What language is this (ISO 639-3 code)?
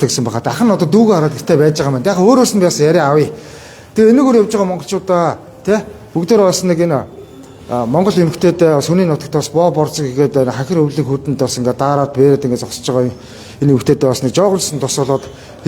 mon